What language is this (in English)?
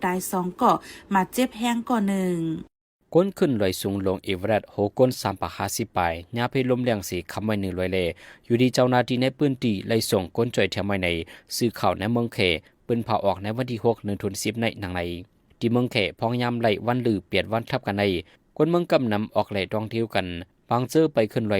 Shan